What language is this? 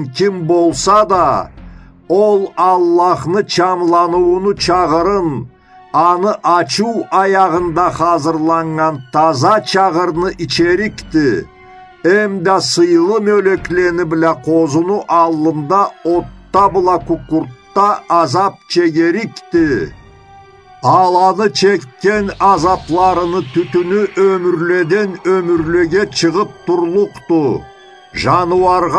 Karachay-Balkar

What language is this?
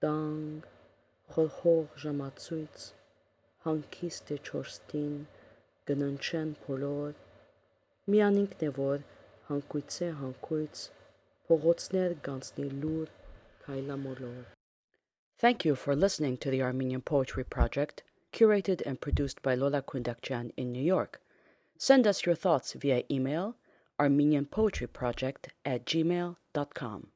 Armenian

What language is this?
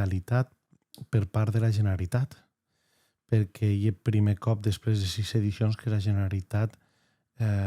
Occitan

